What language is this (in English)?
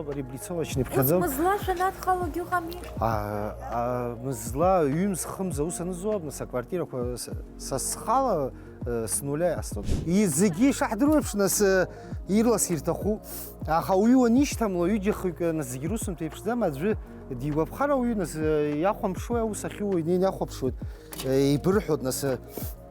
Abkhazian